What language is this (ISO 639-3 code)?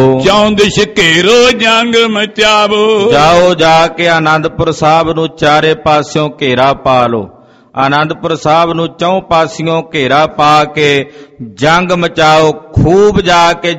pan